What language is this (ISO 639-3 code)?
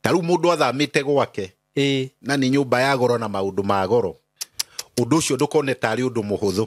kik